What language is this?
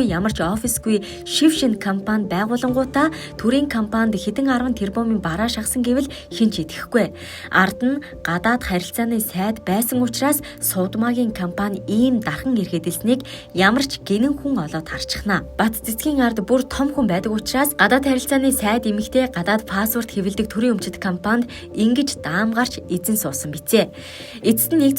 Mongolian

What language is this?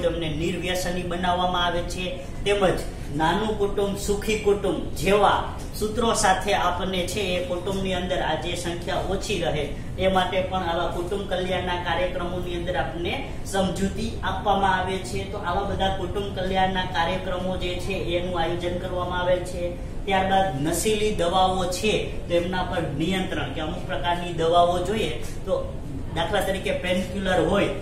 Gujarati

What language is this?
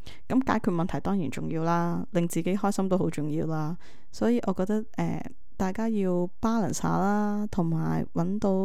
Cantonese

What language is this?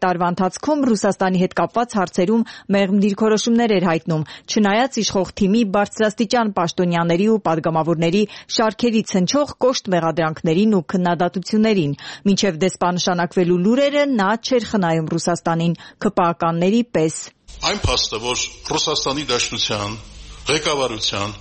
Armenian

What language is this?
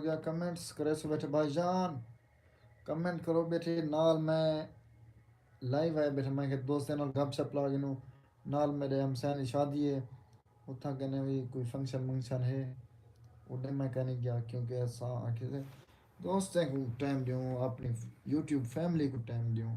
Saraiki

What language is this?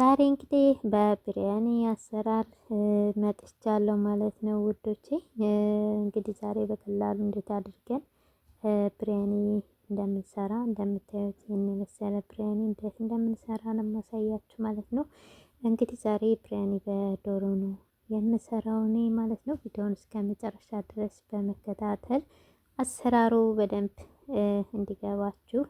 Amharic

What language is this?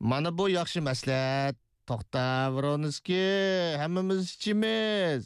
Uyghur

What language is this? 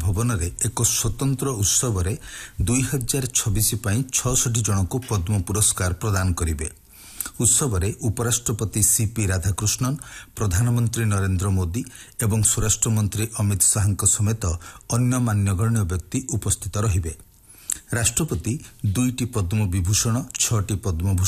Odia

